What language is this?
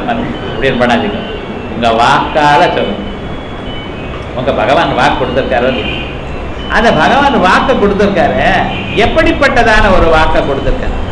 Tamil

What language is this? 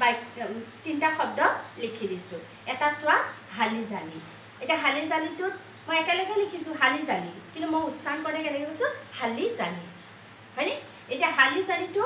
Assamese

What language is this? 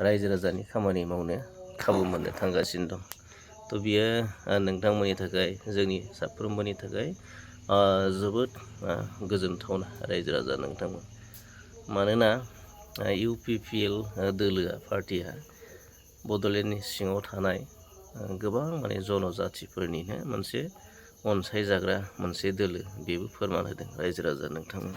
Bodo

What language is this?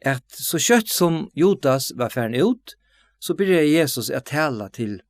Faroese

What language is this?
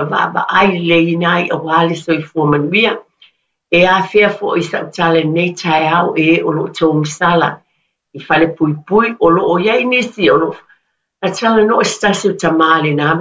Samoan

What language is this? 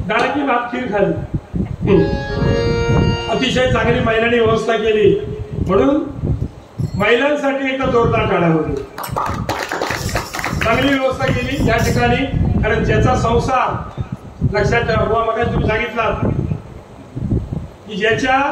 Marathi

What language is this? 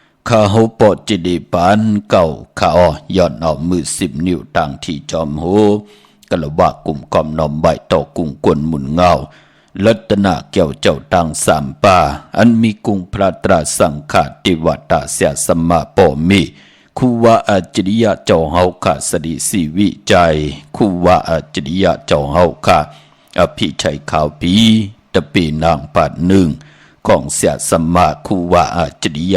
Shan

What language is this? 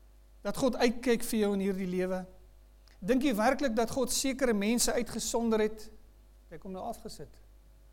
Afrikaans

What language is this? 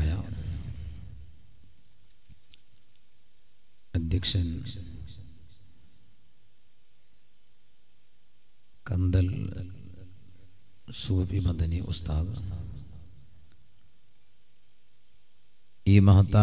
Malayalam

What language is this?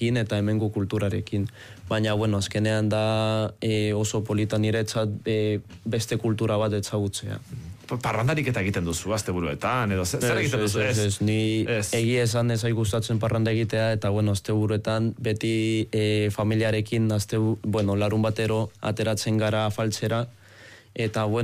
Basque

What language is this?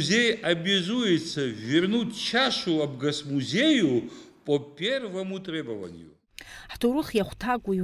Abkhazian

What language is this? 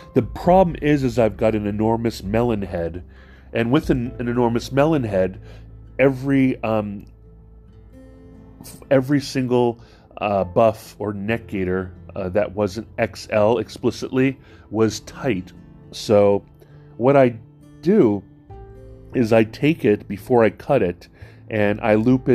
English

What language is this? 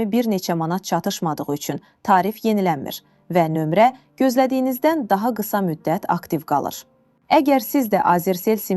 Azerbaijani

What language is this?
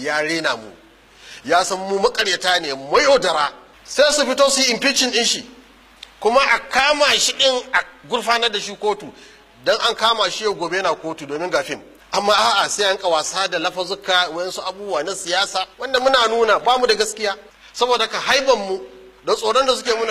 Hausa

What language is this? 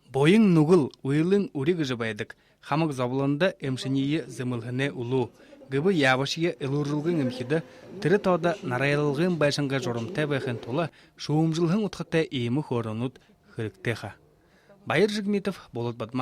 Buriat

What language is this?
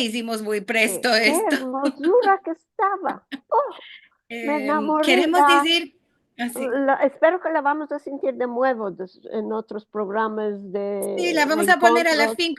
Ladino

